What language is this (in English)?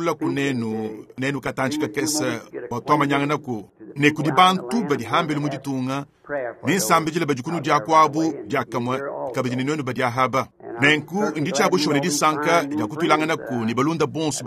Luba-Lulua